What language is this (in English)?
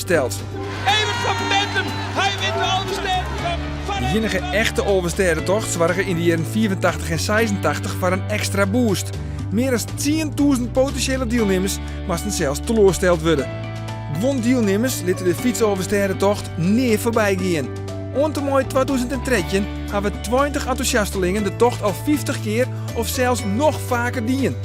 Western Frisian